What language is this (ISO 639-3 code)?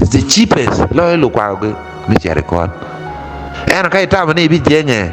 ach